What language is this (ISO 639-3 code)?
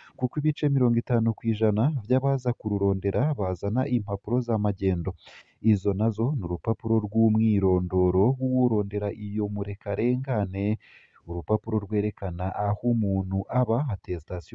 run